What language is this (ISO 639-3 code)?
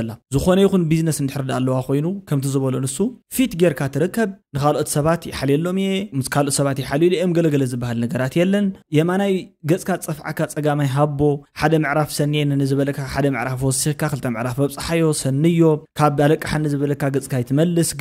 tir